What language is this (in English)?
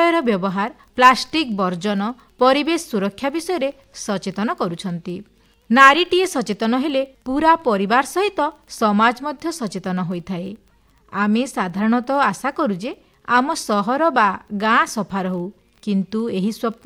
Odia